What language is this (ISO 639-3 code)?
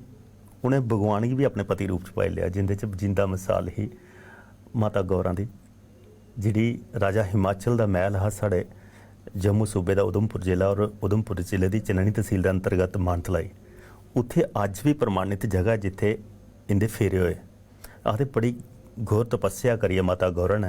doi